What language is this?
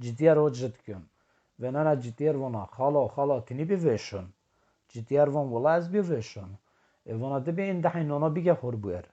Zaza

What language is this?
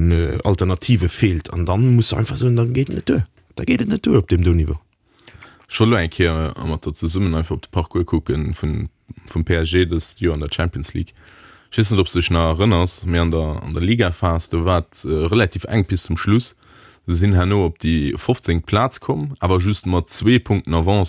Luxembourgish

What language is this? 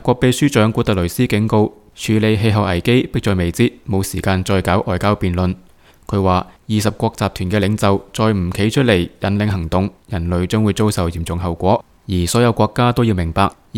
Cantonese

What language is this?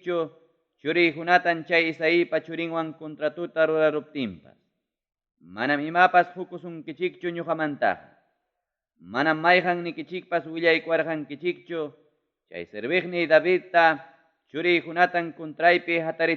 Ayacucho Quechua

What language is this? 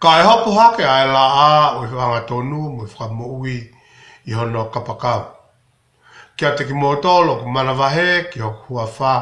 Tongan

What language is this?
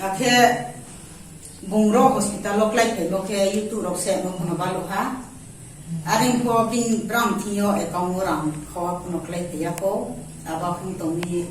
Riang (India)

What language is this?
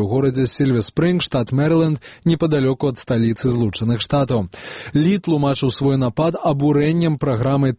Belarusian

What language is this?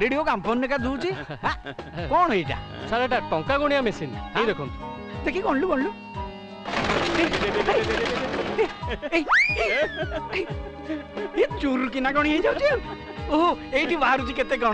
Odia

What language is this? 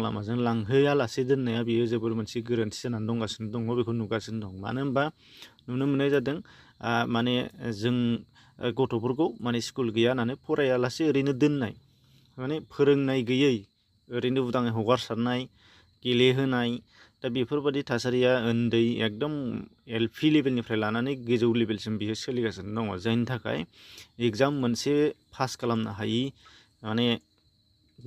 Bodo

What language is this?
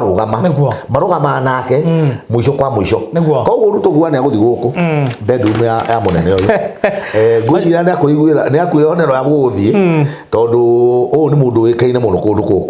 Kikuyu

